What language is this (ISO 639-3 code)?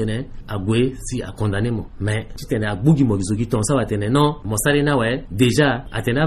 sag